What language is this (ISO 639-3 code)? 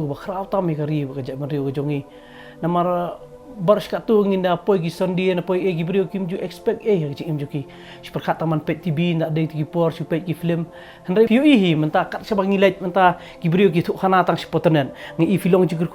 kha